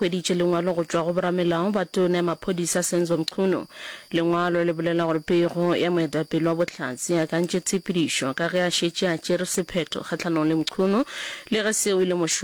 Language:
Northern Sotho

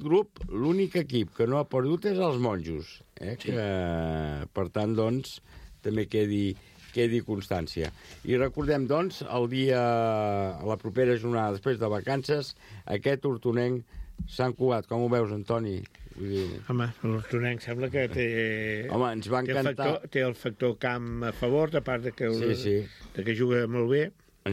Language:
Catalan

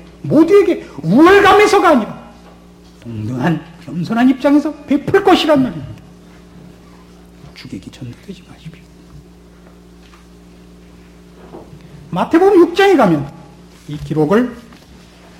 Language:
Korean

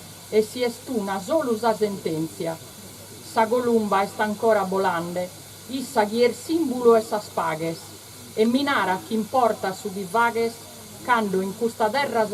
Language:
Sardinian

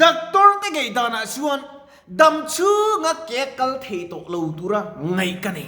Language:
Mizo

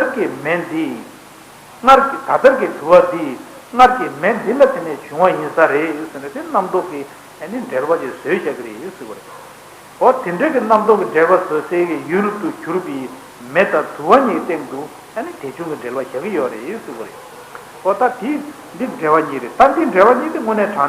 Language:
Tibetan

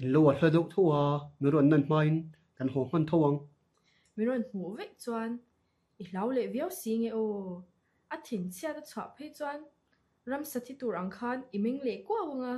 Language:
Mizo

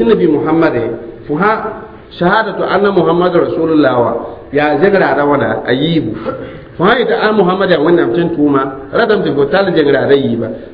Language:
Mossi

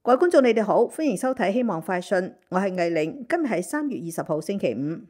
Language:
Cantonese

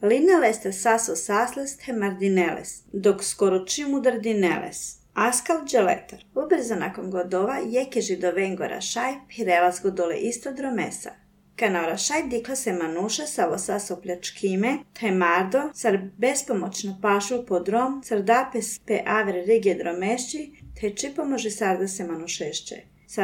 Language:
Serbian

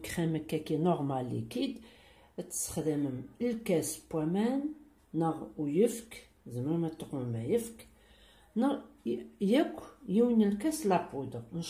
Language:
Kabyle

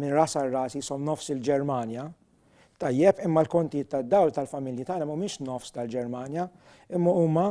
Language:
Maltese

